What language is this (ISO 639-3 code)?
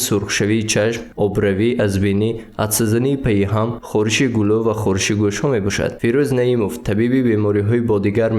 tgk